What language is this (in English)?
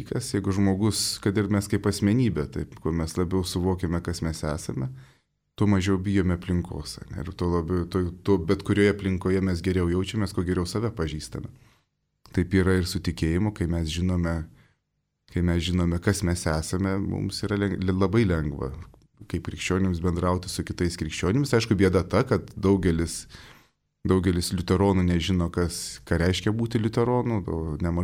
Lithuanian